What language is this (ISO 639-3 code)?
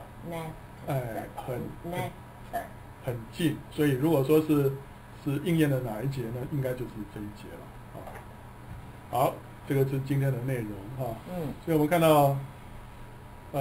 zho